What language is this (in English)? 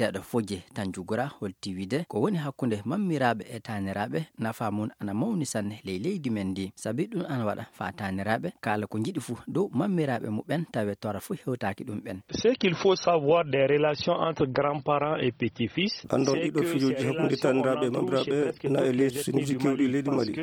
Maasina Fulfulde